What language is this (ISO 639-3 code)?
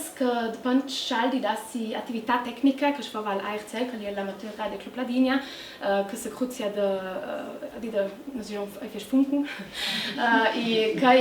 lld